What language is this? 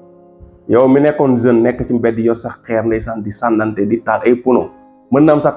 Wolof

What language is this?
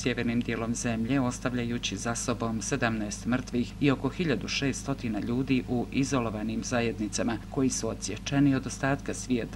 Bosnian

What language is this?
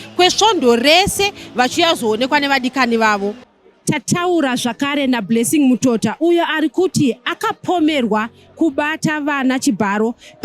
Shona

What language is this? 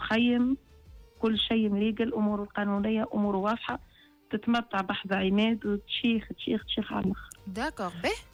Tunisian Arabic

